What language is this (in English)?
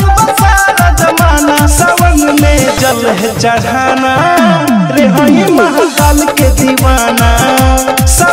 Bhojpuri